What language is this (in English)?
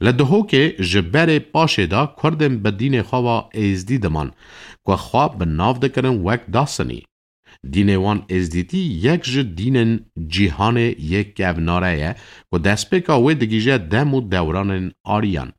Kurdish